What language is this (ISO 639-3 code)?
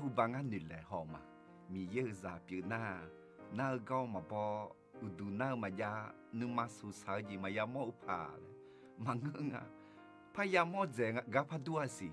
ahk